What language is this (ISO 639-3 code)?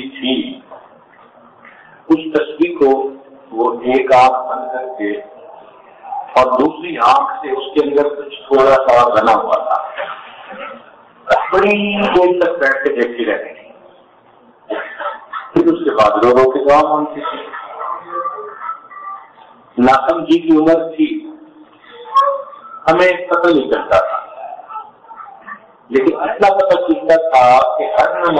urd